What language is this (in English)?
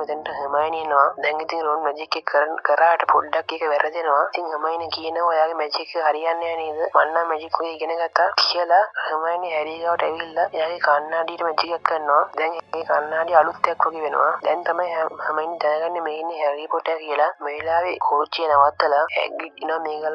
Sinhala